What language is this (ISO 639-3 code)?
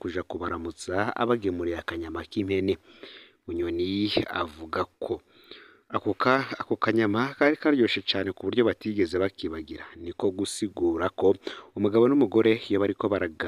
run